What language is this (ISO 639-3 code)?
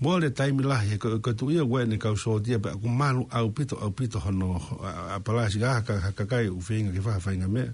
ton